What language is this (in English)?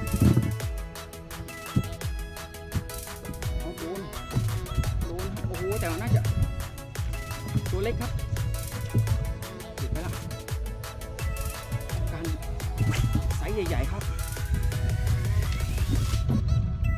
Thai